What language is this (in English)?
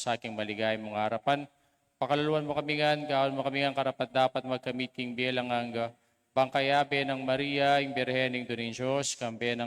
Pampanga